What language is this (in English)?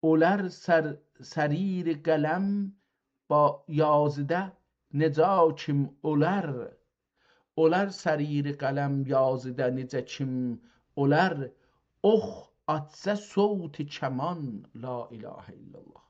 South Azerbaijani